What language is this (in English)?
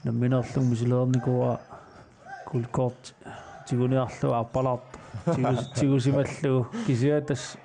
Kalaallisut